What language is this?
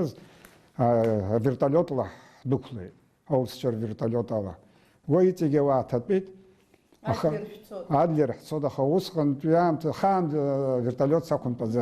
Abkhazian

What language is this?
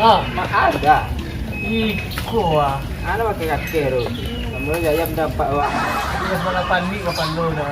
Minangkabau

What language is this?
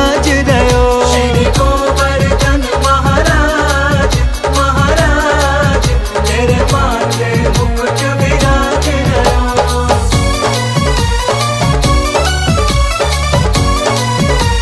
Braj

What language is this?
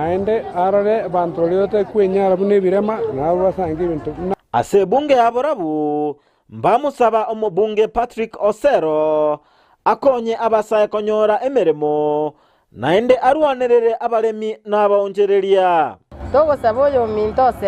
Gusii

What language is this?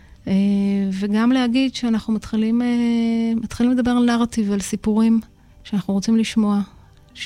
Hebrew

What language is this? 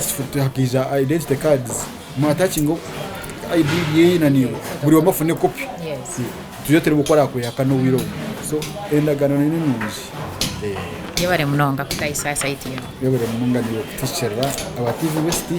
Nyankole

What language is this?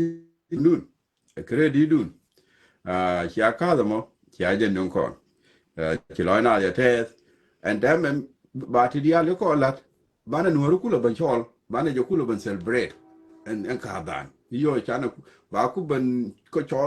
Nuer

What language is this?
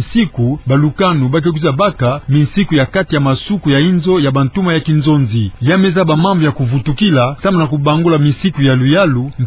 Kituba (Democratic Republic of Congo)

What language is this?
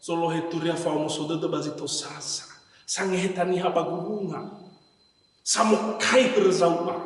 Nias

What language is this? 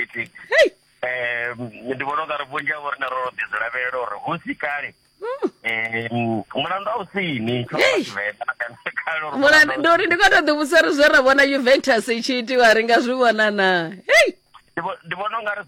Venda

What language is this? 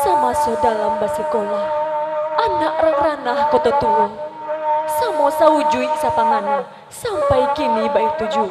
Minangkabau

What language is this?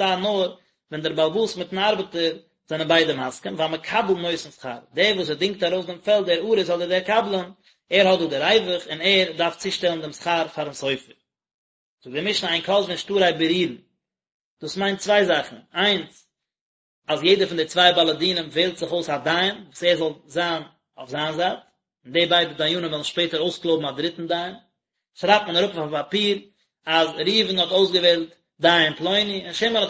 Yiddish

